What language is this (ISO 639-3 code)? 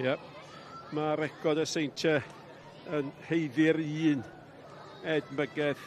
cym